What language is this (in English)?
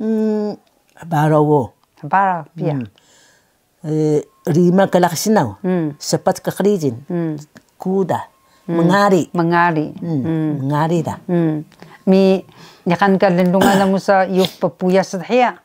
Taroko